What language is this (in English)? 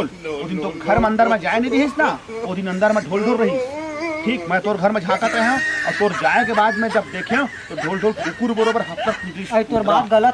Chhattisgarhi